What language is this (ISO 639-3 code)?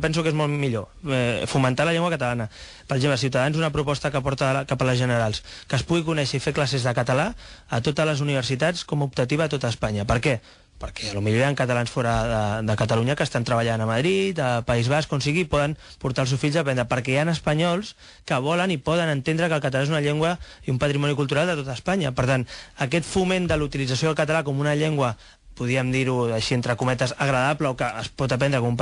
cat